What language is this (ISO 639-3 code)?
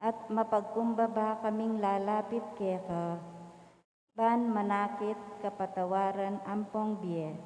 pam